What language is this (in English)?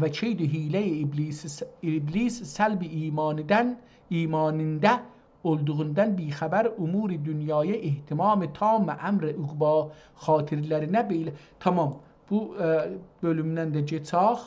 South Azerbaijani